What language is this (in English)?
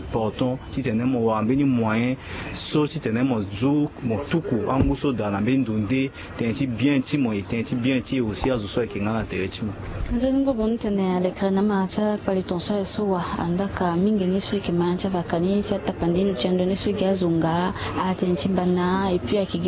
Sango